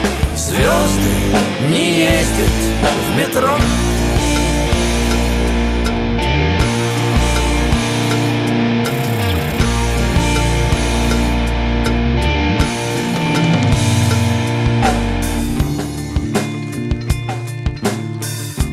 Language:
Russian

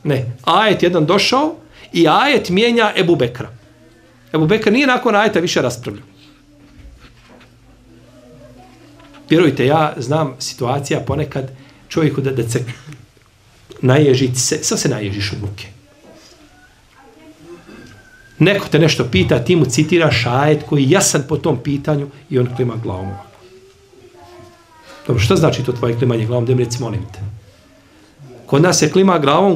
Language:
Bosnian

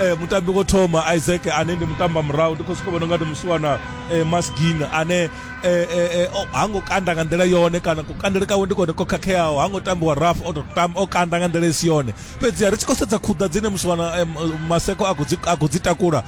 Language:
Venda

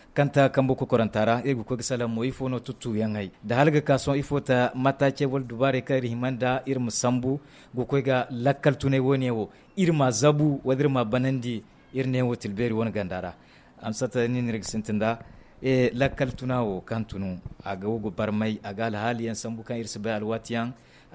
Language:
Zarma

